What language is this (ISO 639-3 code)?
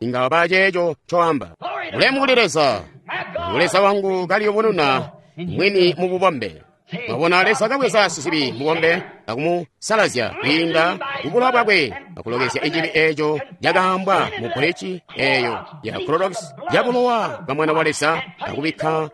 toi